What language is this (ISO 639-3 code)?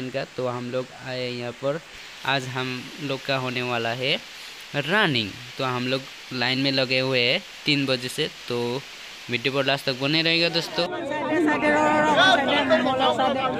hin